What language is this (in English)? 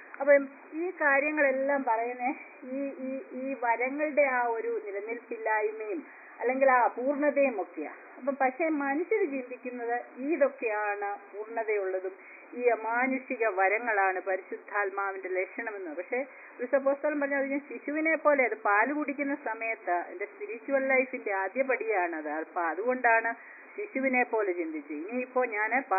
Malayalam